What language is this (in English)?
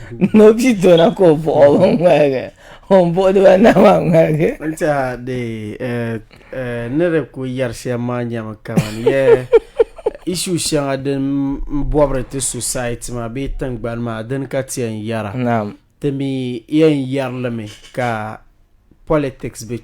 Dagbani